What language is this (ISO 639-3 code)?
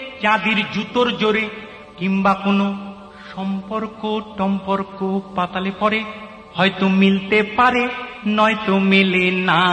ben